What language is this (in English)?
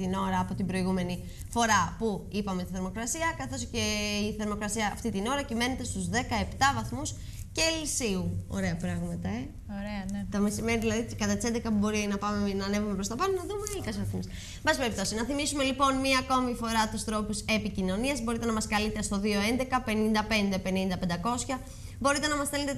Greek